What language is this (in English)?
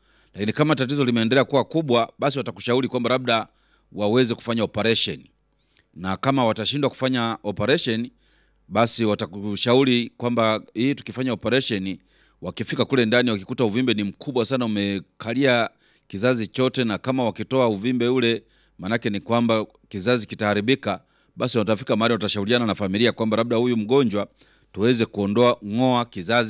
Swahili